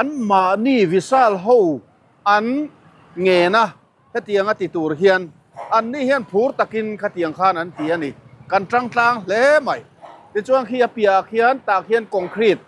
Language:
Mizo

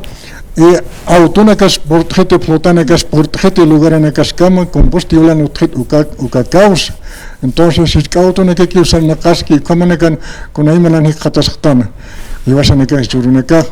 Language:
Aymara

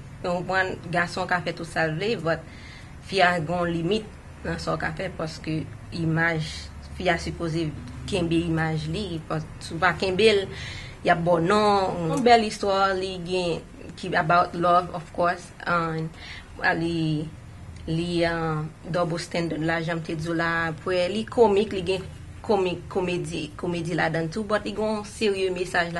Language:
Haitian Creole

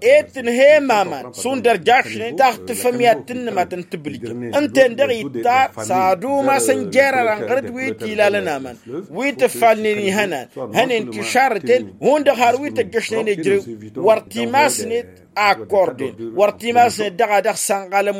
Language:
Tamasheq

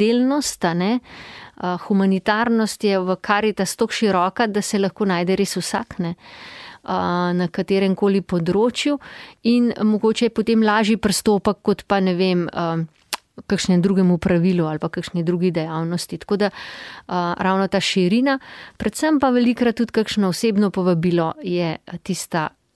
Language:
Slovenian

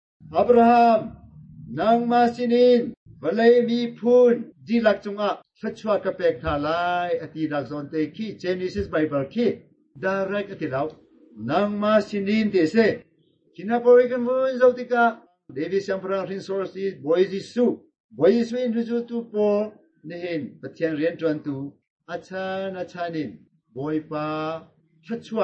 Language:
Hakha Chin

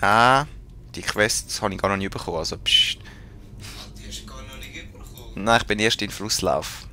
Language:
Swiss German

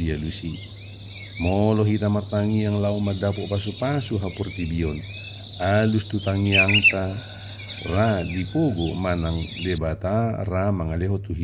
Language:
Batak Toba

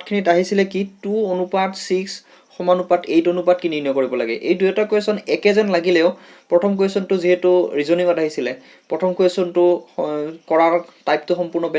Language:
Assamese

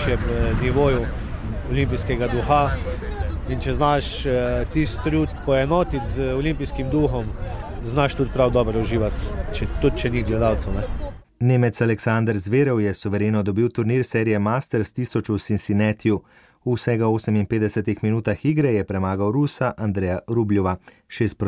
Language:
Slovenian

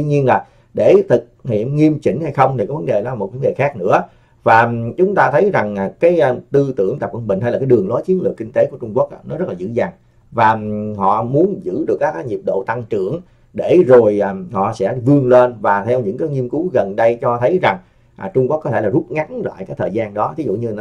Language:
Vietnamese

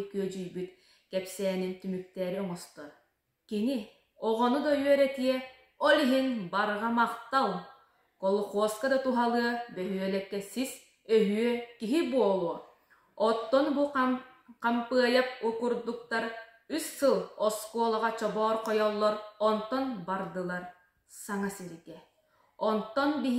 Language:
Yakut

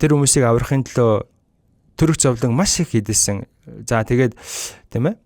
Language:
Mongolian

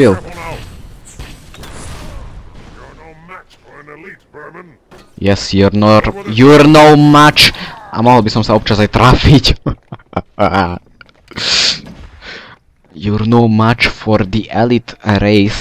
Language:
Slovak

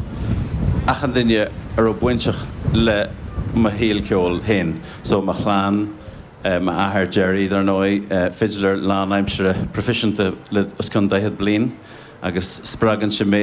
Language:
Irish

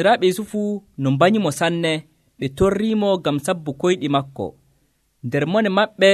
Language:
Nigerian Fulfulde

